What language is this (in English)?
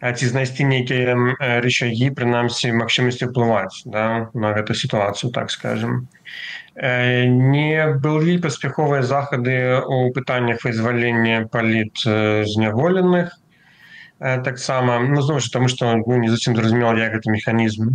Belarusian